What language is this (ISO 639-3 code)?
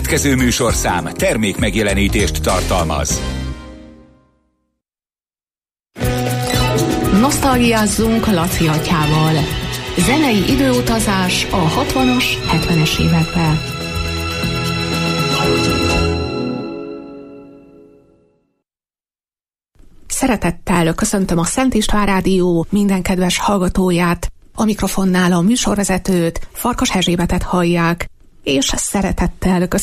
hun